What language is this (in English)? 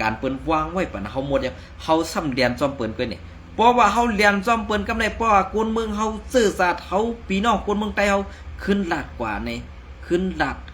Shan